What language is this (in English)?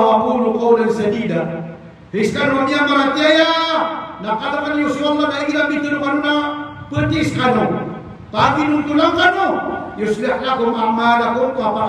Maranao